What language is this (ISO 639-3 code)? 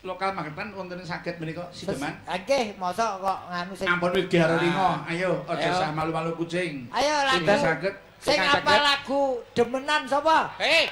jav